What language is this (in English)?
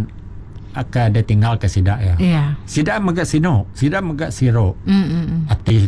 Iban